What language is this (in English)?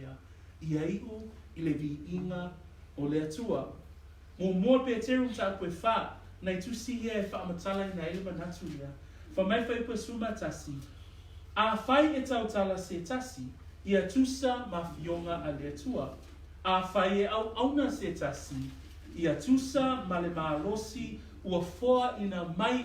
Samoan